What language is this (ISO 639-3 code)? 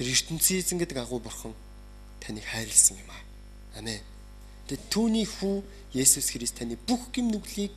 mon